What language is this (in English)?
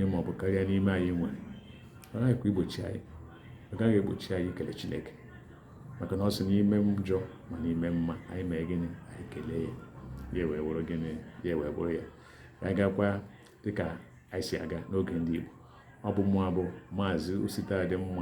Igbo